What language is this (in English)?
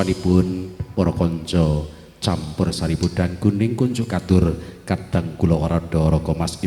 Javanese